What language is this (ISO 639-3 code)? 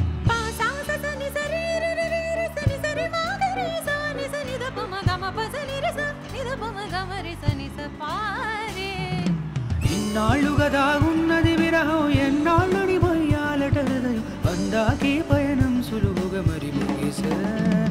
tel